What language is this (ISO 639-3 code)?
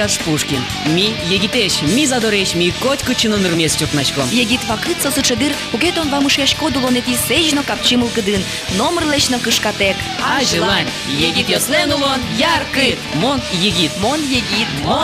udm